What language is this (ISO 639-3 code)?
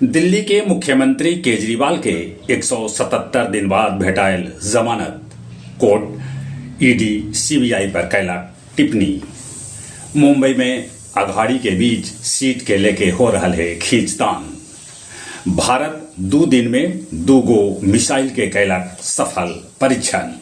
mag